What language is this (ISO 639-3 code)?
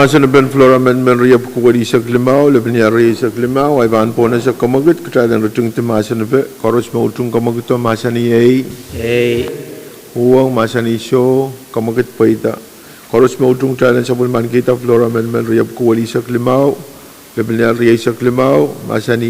pon